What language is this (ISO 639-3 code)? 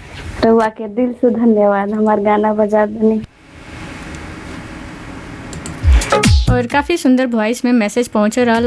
bho